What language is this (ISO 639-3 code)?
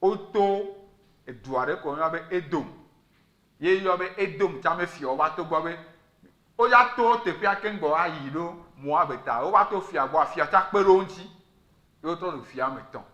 ewe